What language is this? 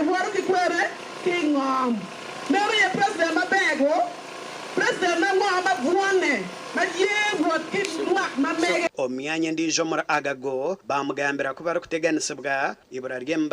Nyankole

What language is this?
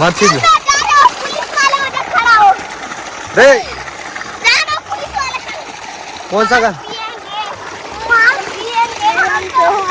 Chhattisgarhi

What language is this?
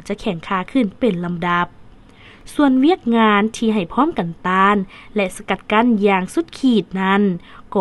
Lao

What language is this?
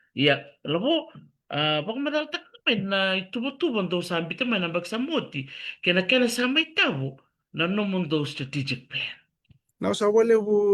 Fijian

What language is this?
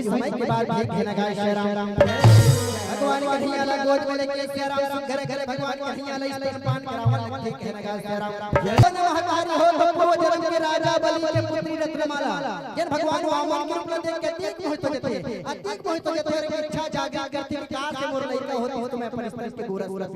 Chhattisgarhi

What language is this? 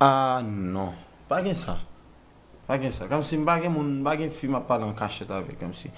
Haitian Creole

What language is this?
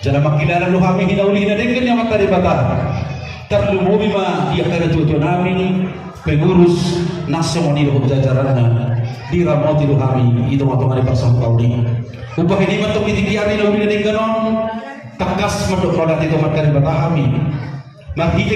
Batak Toba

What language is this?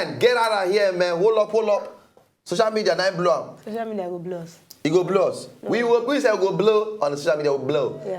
Nigerian Pidgin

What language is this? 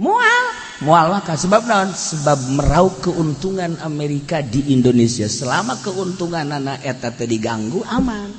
Sundanese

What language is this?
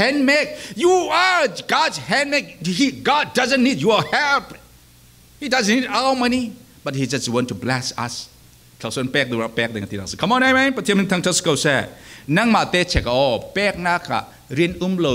Falam Chin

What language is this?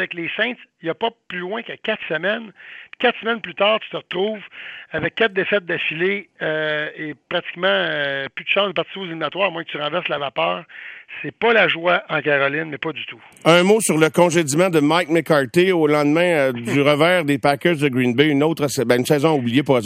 French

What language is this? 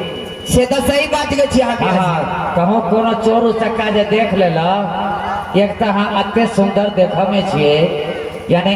Maithili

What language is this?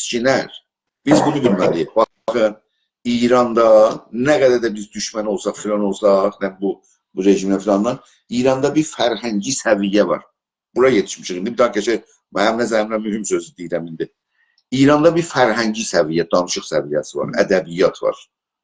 South Azerbaijani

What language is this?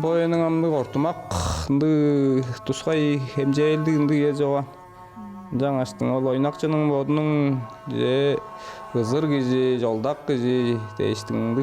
Tuvinian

